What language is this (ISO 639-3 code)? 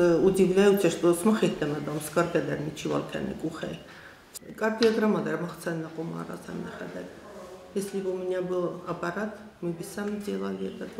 oss